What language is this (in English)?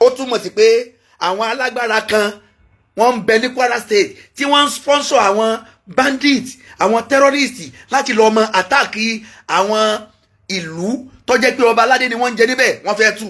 Yoruba